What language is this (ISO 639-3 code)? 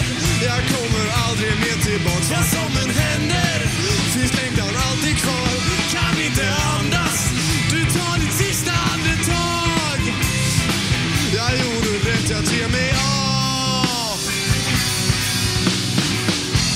swe